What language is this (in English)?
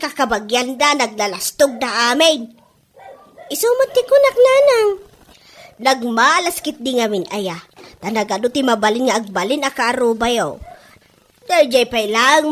Iloko